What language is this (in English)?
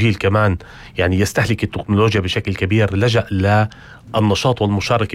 North Levantine Arabic